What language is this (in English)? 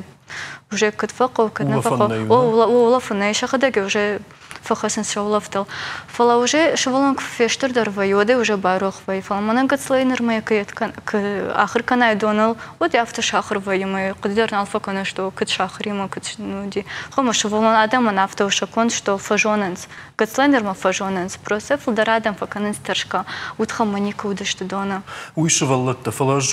Ossetic